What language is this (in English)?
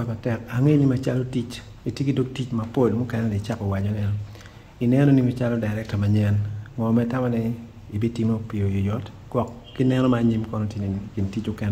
Acoli